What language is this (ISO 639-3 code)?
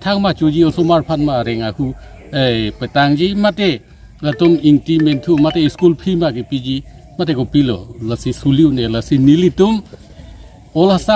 mjw